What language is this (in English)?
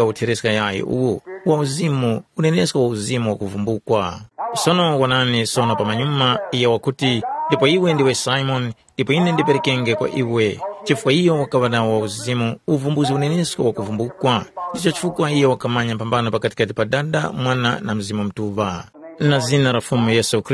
Tumbuka